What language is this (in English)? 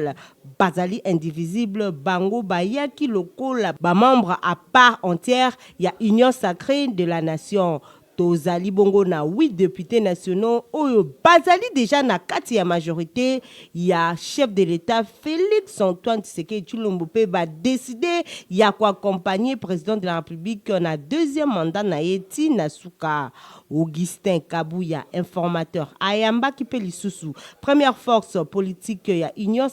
Lingala